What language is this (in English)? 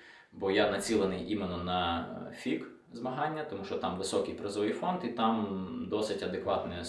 Ukrainian